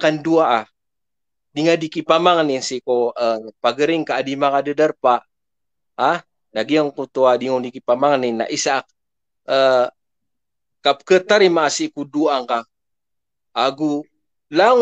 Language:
Maranao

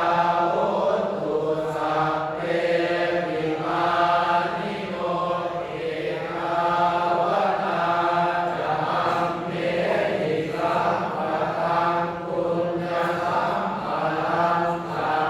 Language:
Pali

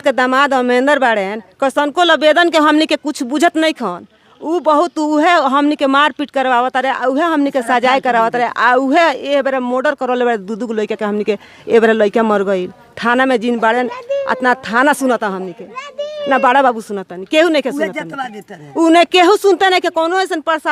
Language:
Bhojpuri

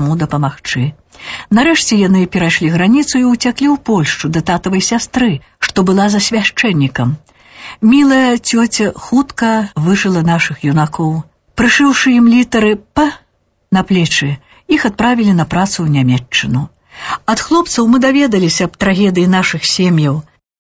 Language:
Belarusian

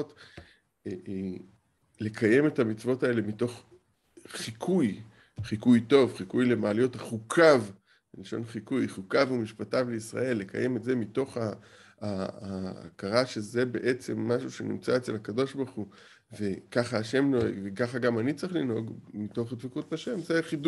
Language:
Hebrew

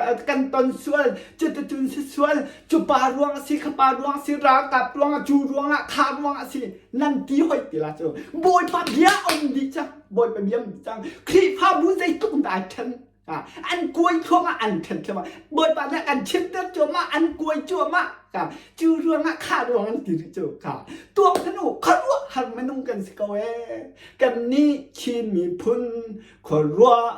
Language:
Hakha Chin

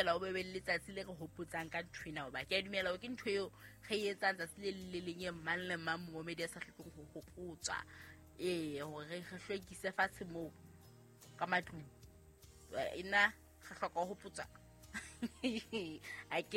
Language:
Southern Sotho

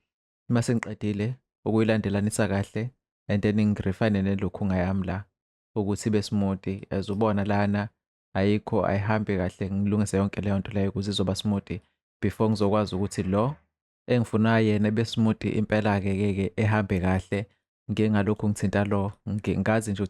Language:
Zulu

